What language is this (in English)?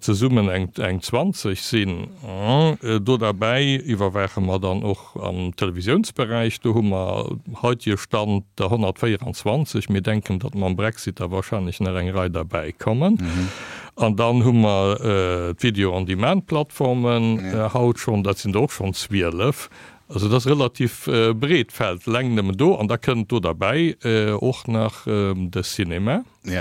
Luxembourgish